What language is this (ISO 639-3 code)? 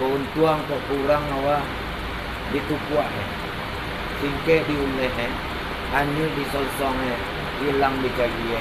min